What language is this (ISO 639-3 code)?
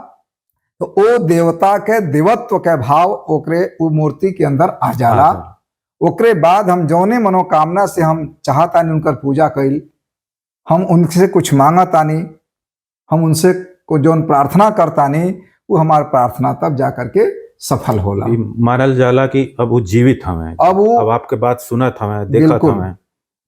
bho